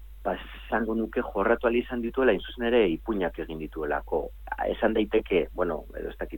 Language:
Basque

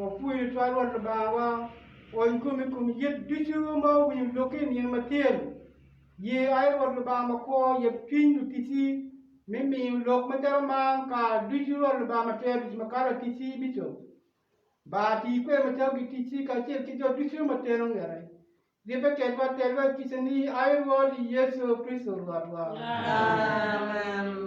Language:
Acoli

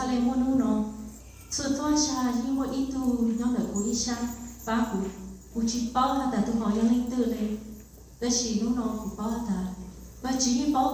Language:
Hmong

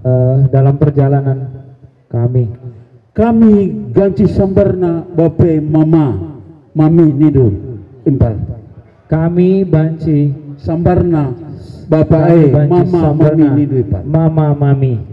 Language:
Batak Karo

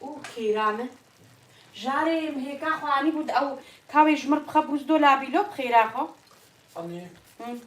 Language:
Kurdish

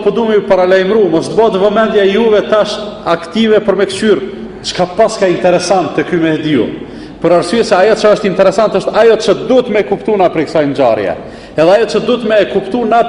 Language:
Albanian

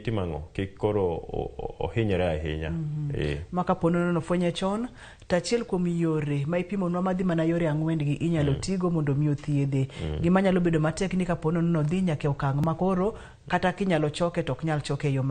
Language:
Luo (Kenya and Tanzania)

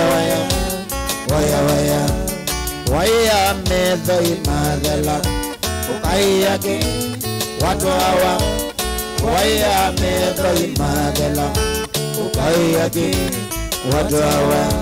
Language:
Kamba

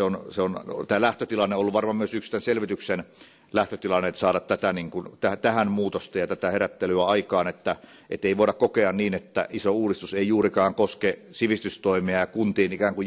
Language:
Finnish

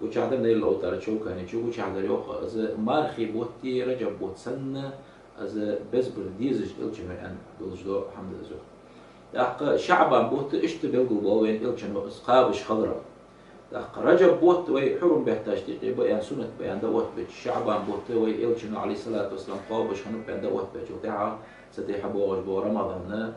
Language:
Ingush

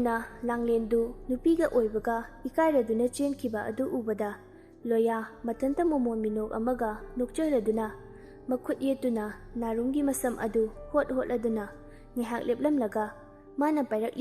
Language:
Manipuri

